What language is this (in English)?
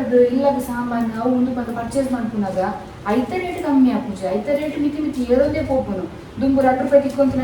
Tulu